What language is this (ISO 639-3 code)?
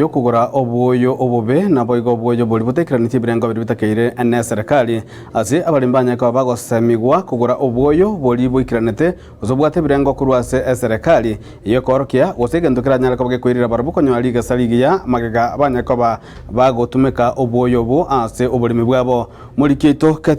guz